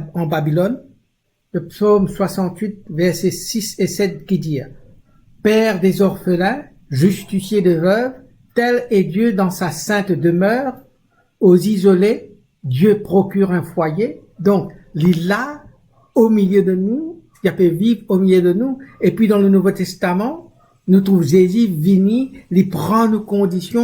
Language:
Morisyen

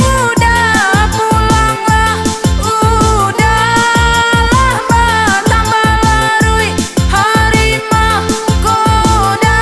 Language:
Minangkabau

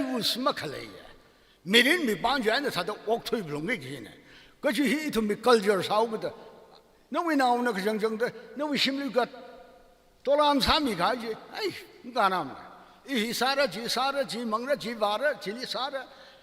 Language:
Tangkhul Naga (India)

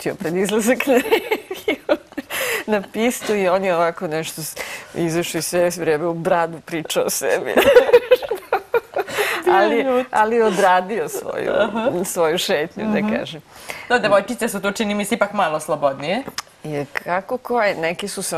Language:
Serbian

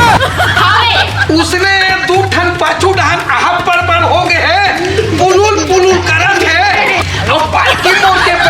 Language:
Chhattisgarhi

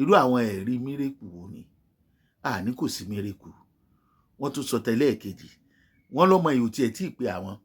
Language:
Yoruba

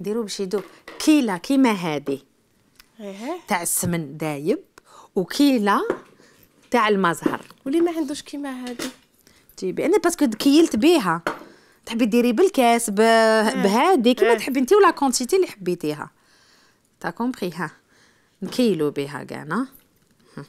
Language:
Algerian Arabic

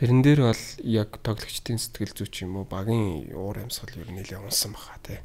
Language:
Mongolian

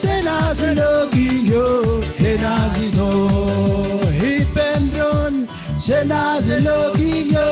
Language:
Marshallese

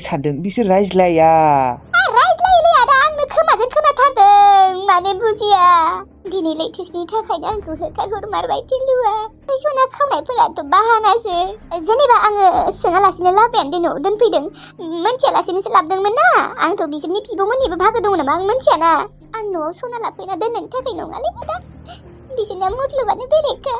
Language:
Bodo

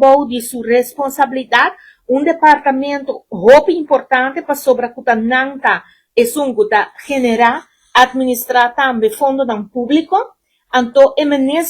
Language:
Papiamento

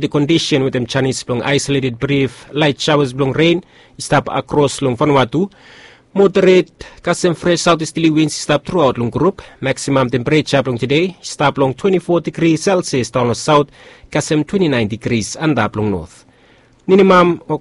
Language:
Bislama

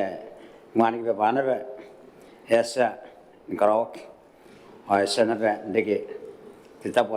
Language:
Gilbertese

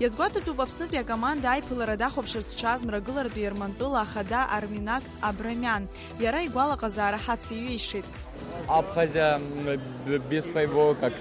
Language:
Abkhazian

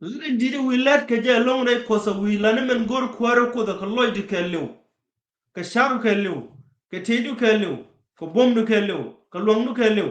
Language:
Nuer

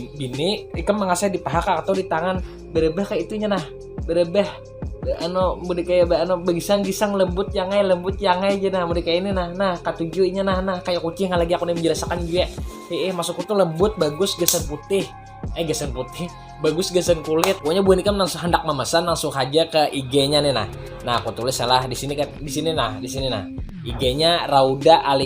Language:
Banjar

